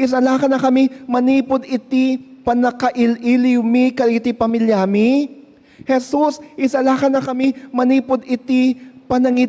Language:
Iloko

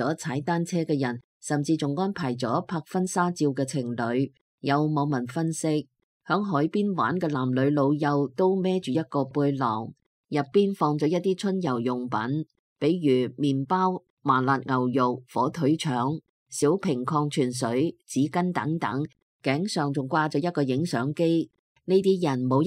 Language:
Cantonese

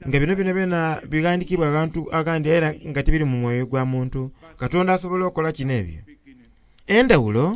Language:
Soga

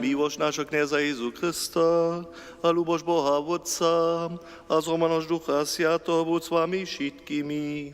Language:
Upper Sorbian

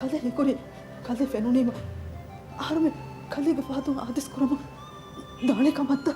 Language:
Divehi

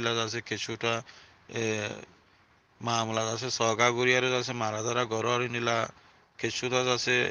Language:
Rohingya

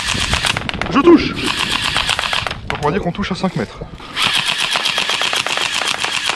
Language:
French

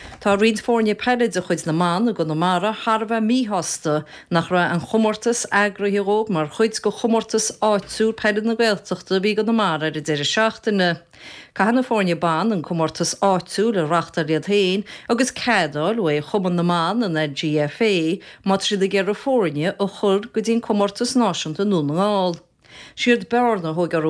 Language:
Irish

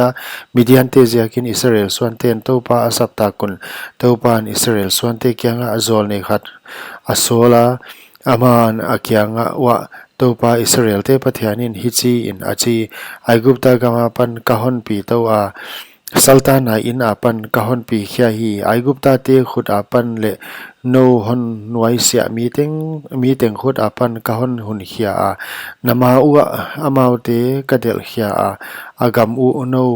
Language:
Paite Chin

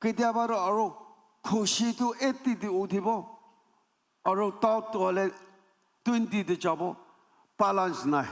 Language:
Naga Pidgin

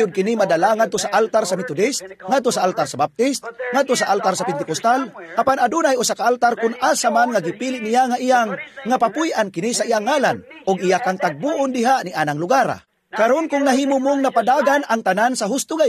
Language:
Cebuano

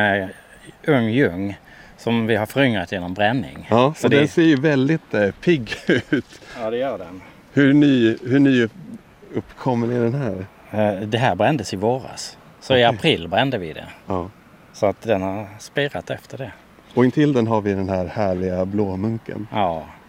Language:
Swedish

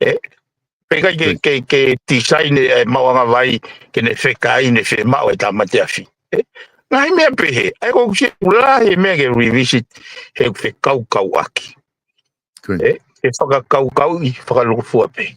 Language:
Tongan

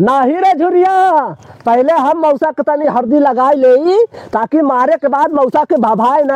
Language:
Awadhi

